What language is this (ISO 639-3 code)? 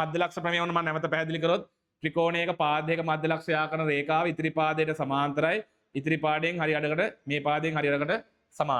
sin